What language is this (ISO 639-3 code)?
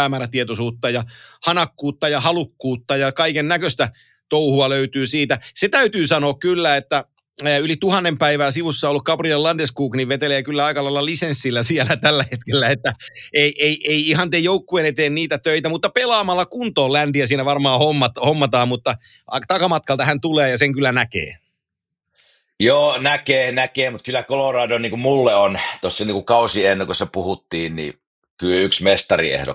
fin